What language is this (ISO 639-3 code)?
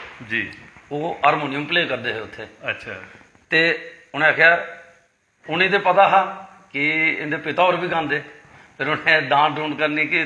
doi